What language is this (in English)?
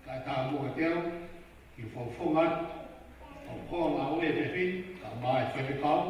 Tongan